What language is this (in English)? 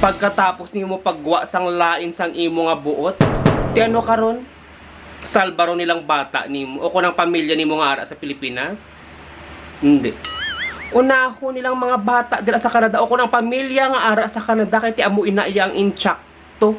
Hiligaynon